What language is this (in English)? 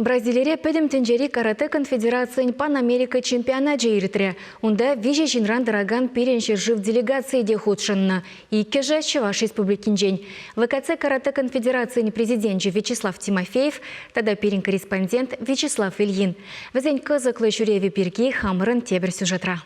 Chuvash